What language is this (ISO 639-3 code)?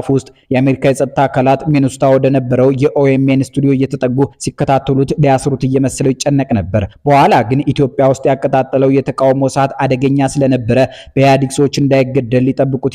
amh